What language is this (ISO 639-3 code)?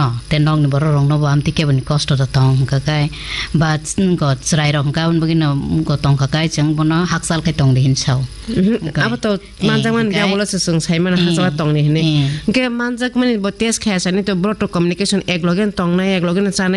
trp